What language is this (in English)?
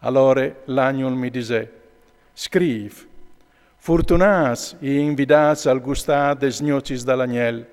Friulian